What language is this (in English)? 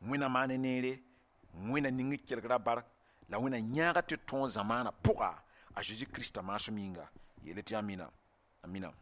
Mossi